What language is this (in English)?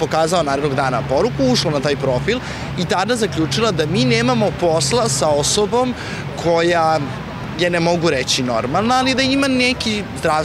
Serbian